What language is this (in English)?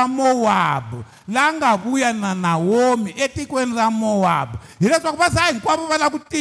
Tsonga